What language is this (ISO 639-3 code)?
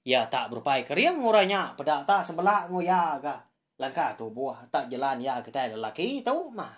iba